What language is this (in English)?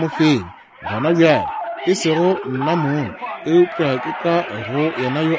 Northern Sotho